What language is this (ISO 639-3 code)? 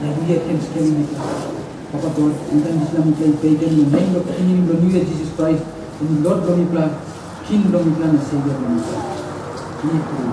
tpi